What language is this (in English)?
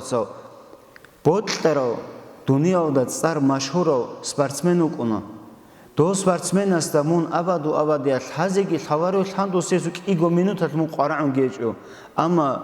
Avaric